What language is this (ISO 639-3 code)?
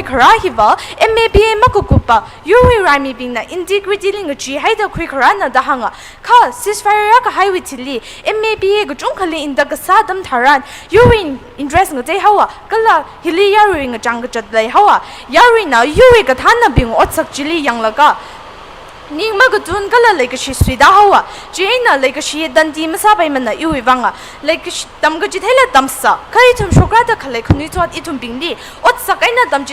nmf